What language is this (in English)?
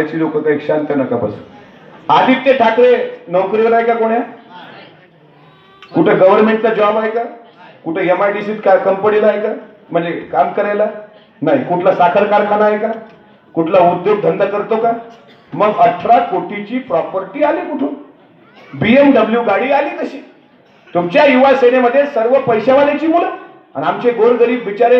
Marathi